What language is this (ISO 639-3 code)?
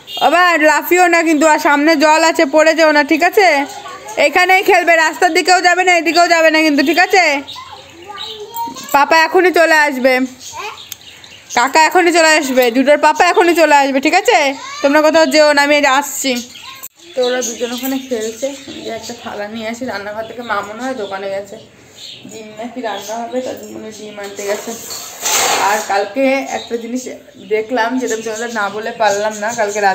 ben